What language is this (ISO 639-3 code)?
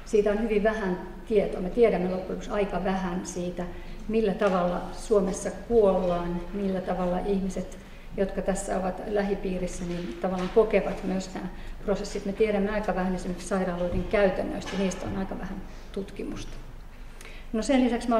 fin